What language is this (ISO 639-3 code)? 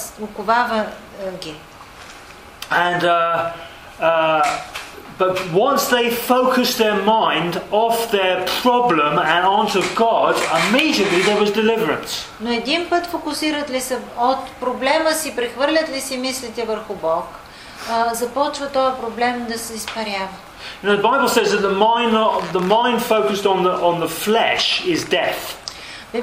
bul